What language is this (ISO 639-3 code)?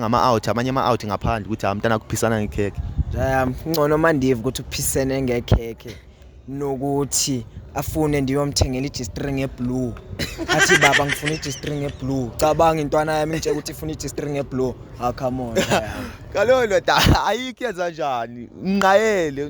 zul